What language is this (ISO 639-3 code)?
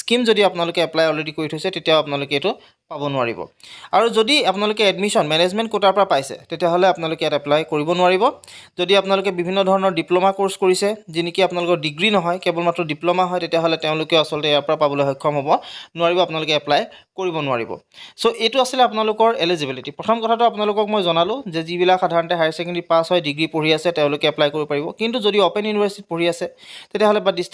asm